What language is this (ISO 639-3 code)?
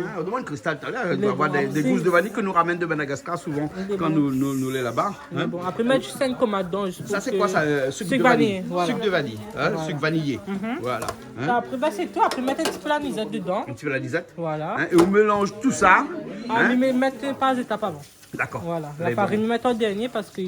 rcf